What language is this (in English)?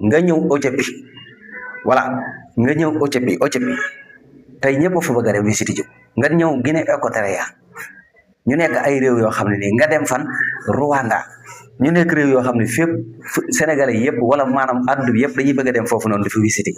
Wolof